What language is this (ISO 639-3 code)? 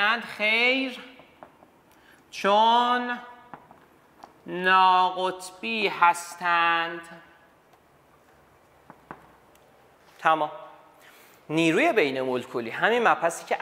fas